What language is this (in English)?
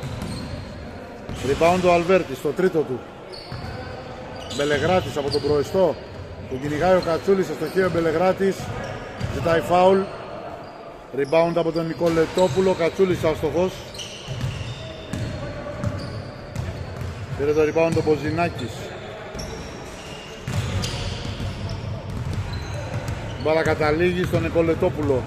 Greek